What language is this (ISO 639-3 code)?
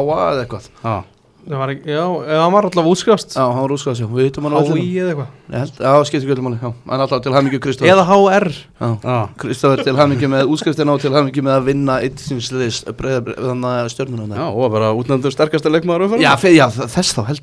isl